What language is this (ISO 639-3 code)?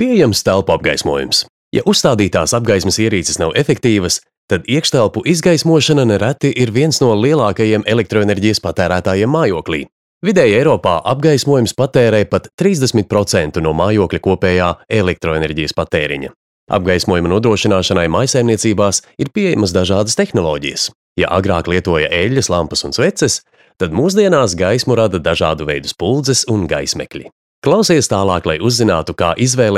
lav